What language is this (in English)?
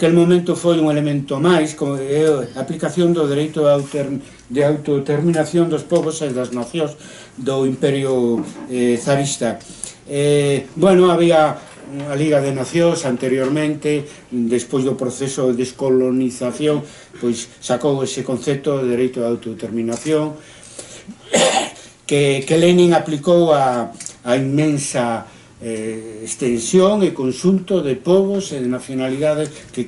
Galician